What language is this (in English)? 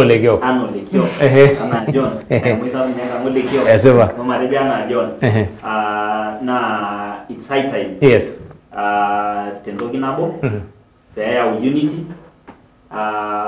Masai